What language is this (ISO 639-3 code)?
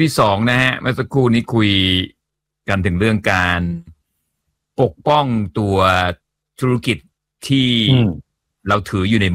tha